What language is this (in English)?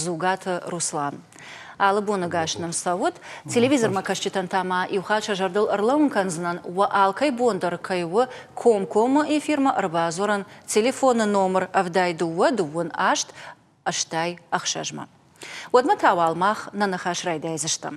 Ossetic